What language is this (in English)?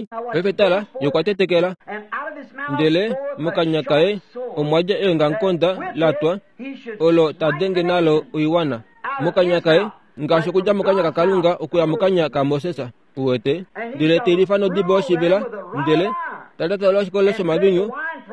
Kuanyama